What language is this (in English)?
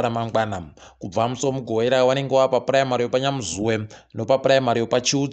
Ndau